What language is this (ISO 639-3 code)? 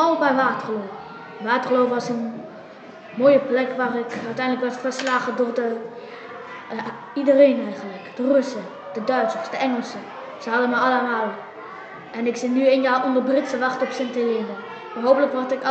nld